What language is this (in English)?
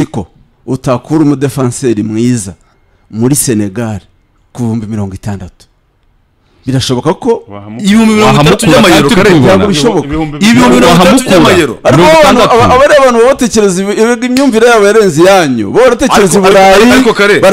Kinyarwanda